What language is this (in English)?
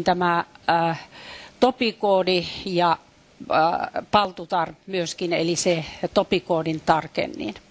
Finnish